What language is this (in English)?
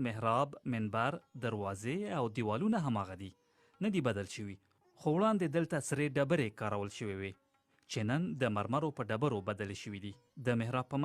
Pashto